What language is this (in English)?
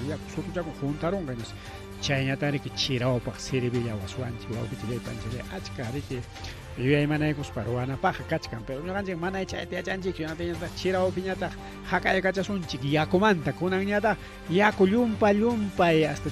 Ayacucho Quechua